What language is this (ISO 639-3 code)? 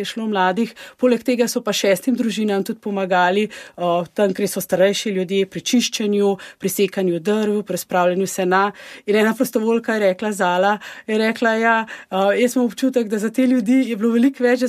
slv